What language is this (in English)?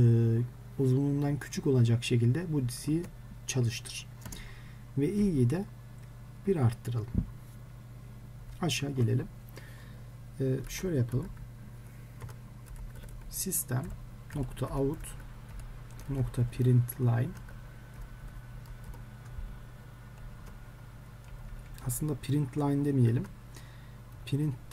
Turkish